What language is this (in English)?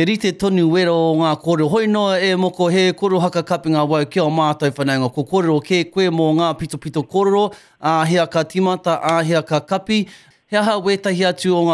Māori